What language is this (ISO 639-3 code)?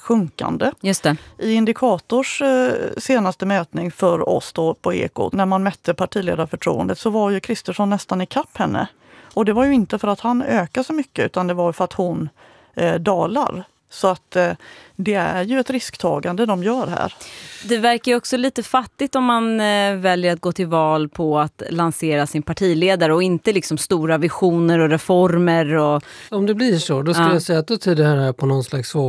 swe